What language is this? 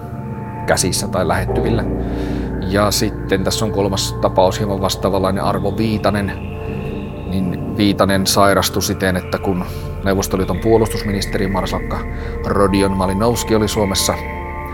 Finnish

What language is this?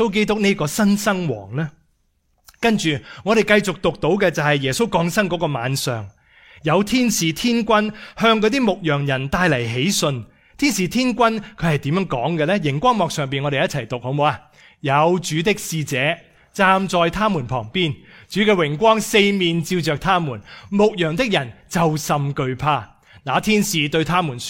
Cantonese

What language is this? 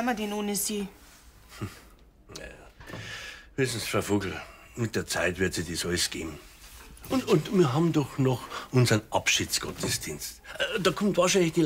Bavarian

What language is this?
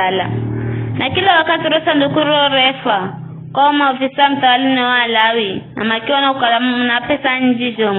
Giryama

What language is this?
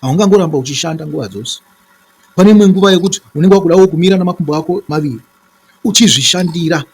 Shona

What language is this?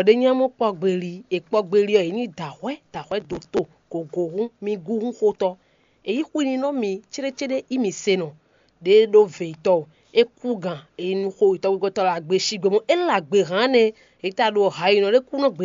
Fon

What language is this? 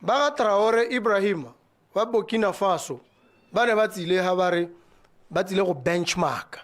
Tswana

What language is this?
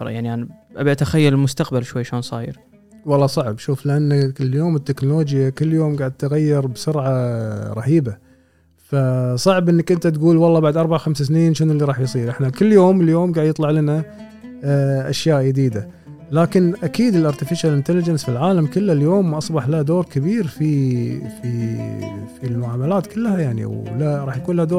Gulf Arabic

